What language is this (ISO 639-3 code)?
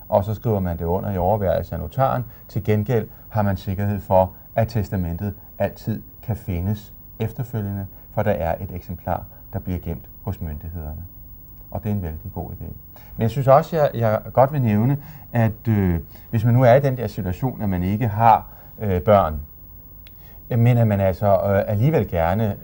dan